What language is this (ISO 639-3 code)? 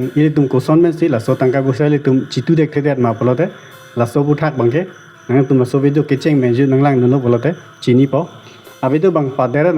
mjw